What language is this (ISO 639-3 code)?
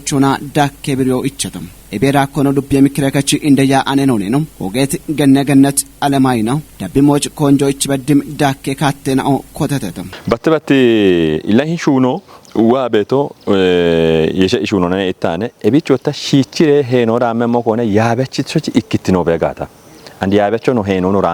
kbr